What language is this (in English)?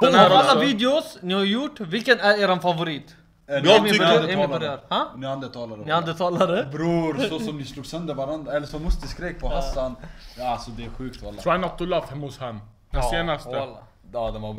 Swedish